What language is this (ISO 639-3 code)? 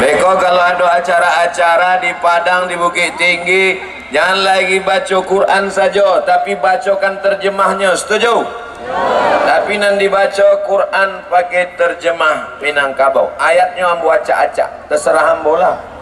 min